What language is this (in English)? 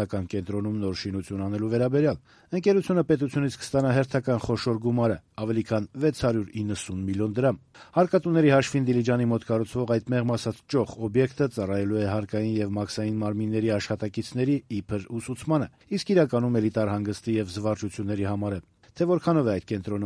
Armenian